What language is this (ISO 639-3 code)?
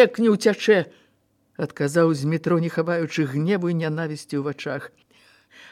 bel